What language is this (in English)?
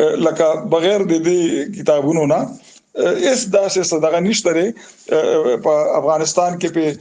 Pashto